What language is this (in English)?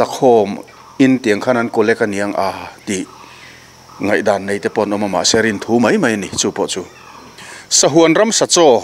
Mizo